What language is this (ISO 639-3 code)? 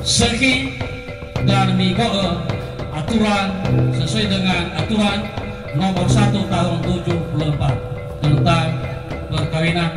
nia